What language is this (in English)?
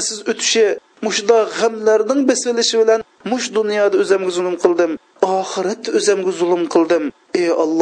Uyghur